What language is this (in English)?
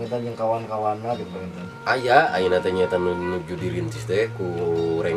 Sundanese